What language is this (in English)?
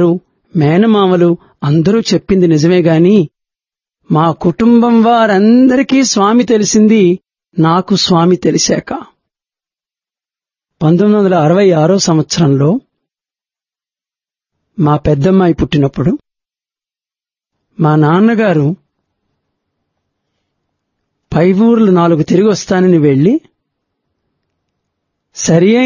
Telugu